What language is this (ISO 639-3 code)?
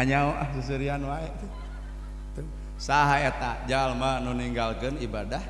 sun